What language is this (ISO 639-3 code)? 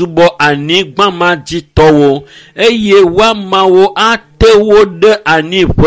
ewe